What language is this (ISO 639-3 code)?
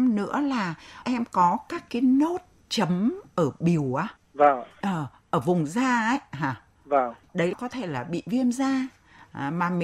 vie